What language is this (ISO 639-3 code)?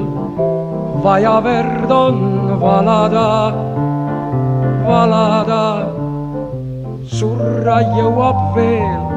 est